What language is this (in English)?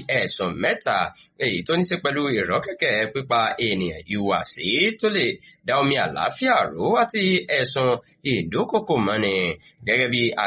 Yoruba